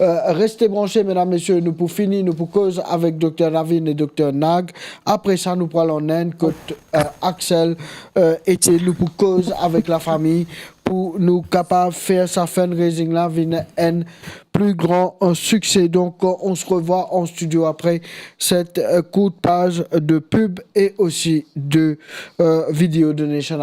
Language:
Morisyen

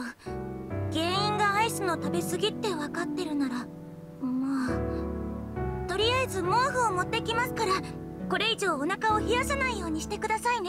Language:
Japanese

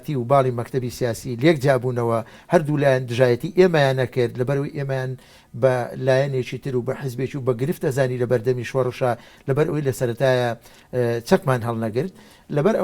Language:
Central Kurdish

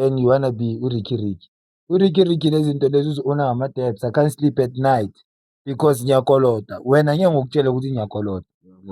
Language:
Zulu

